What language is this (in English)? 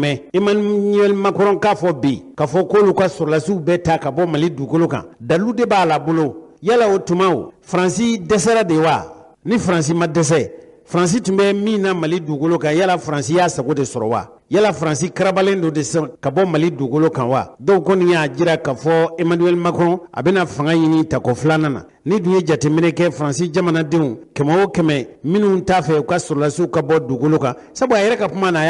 Bambara